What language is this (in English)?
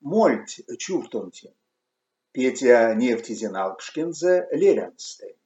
Erzya